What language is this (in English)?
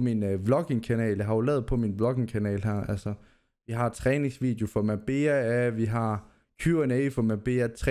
Danish